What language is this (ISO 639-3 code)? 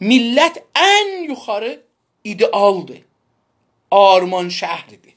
azb